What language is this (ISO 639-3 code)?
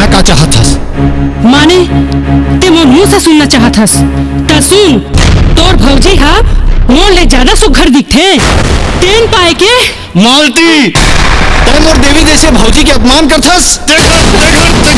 hne